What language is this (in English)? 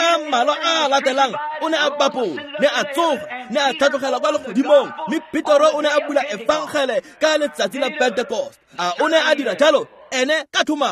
Tswana